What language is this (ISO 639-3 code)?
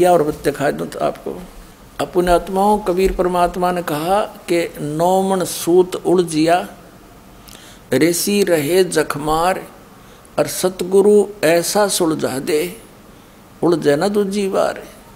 hin